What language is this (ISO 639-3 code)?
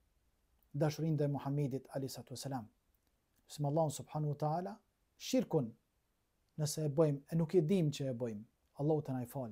sqi